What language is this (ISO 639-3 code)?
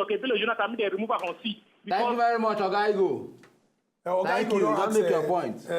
pcm